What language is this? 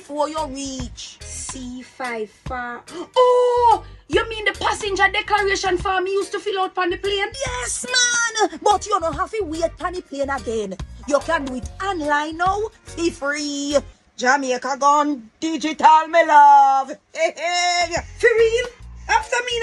Jamaican Creole English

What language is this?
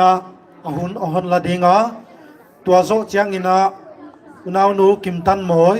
Paite Chin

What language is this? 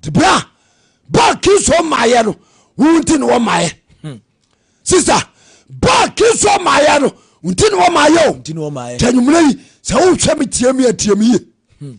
Akan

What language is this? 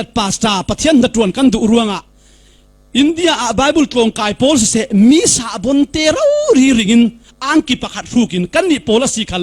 Falam Chin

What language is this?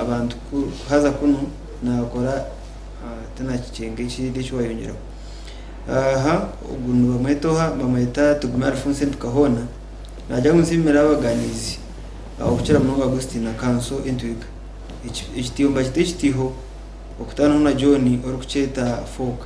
Nyankole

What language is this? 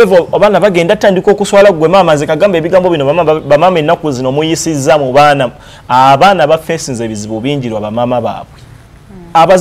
Ganda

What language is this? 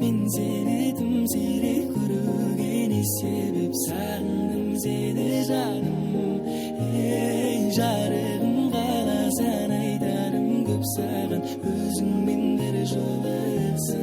Kara-Kalpak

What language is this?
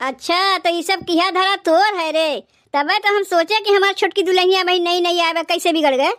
Awadhi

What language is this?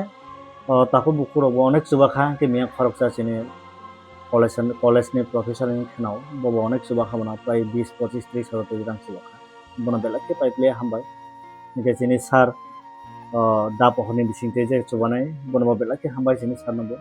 Kok Borok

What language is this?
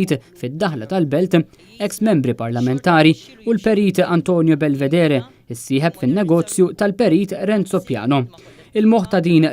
Maltese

